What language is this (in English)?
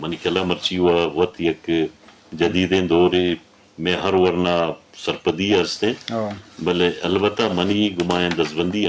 Eastern Balochi